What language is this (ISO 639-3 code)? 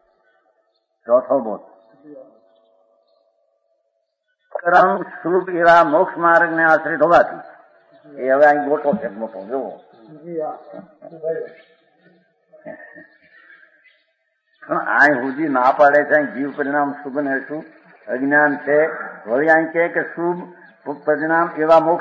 guj